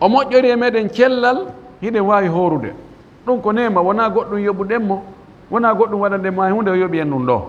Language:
Fula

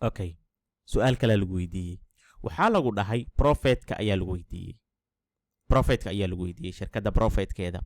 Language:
Somali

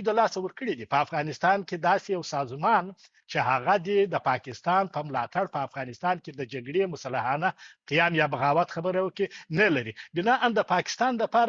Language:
Pashto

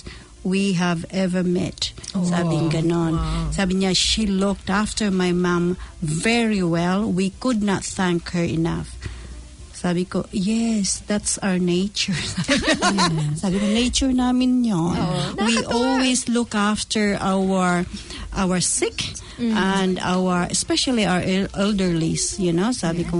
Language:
Filipino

